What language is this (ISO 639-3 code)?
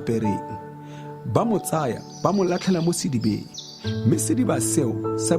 tsn